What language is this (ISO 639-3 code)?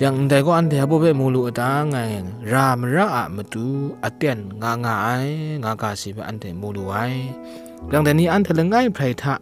kac